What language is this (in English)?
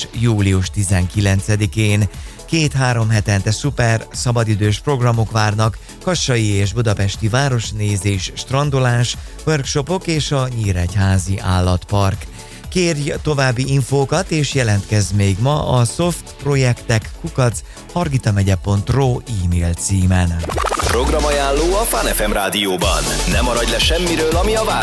Hungarian